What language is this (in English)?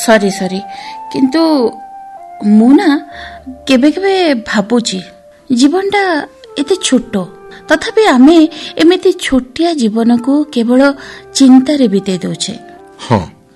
Odia